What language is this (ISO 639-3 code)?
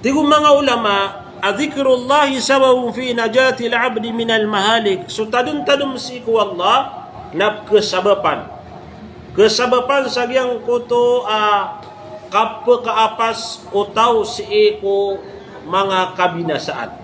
mrw